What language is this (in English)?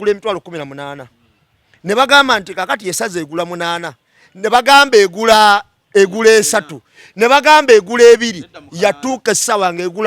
Ganda